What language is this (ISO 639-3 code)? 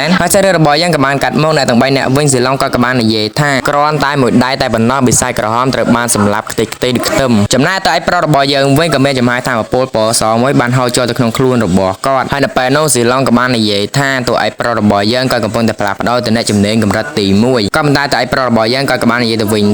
khm